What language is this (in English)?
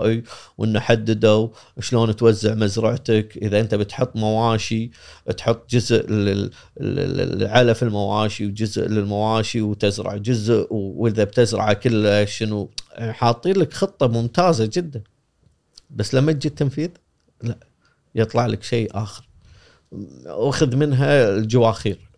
Gulf Arabic